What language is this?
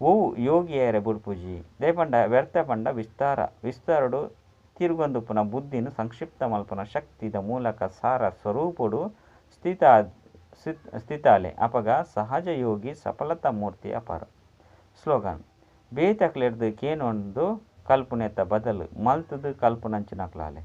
Tulu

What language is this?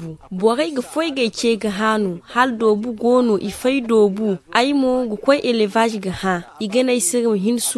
Zarma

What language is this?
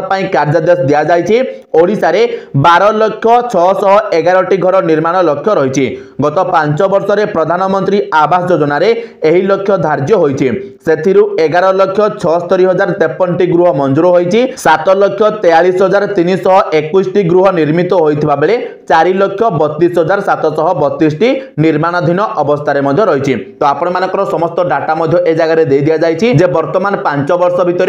Odia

